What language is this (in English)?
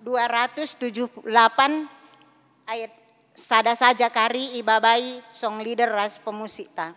Batak Karo